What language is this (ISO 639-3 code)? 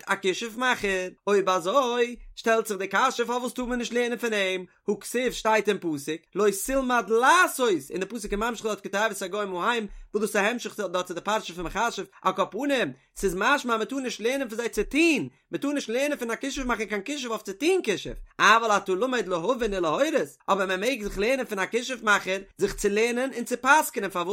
yid